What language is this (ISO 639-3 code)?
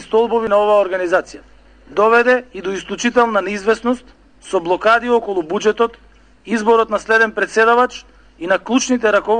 mkd